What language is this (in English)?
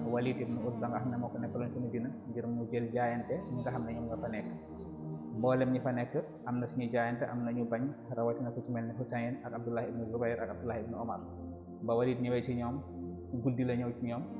Wolof